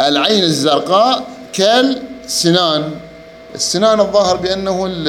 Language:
Mesopotamian Arabic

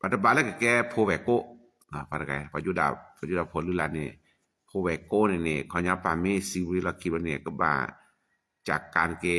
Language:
S'gaw Karen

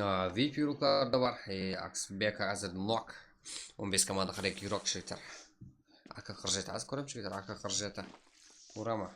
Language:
Kara-Kalpak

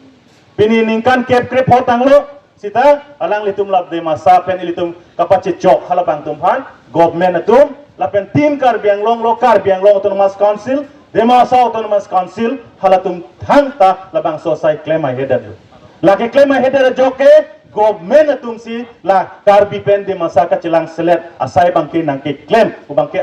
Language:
Karbi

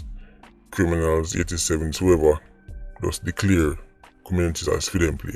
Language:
Jamaican Creole English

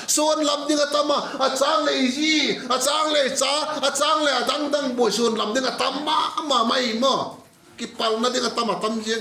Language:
Vaiphei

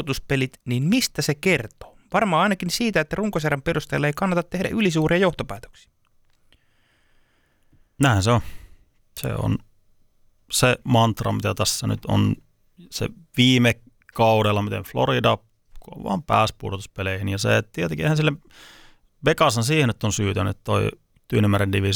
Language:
Finnish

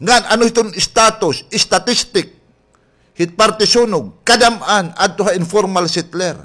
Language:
Waray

